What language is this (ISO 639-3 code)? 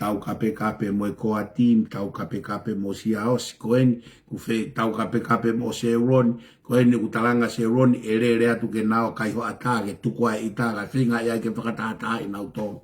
ton